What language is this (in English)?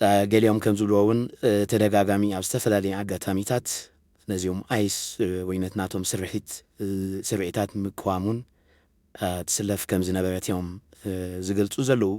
Tigrinya